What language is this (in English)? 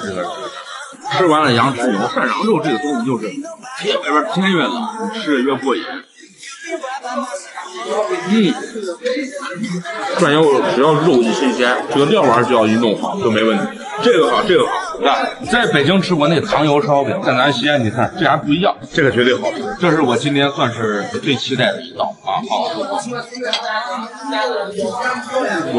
Chinese